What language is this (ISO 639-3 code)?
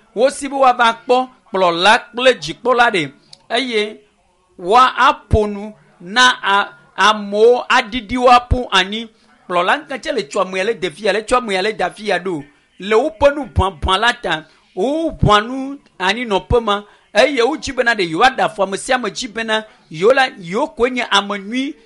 ewe